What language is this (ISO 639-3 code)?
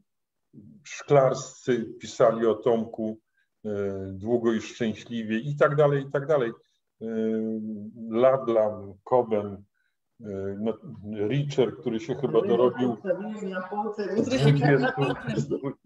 pol